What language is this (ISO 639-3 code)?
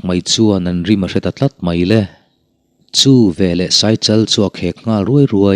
lus